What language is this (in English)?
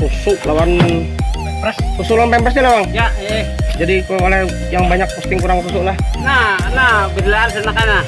Banjar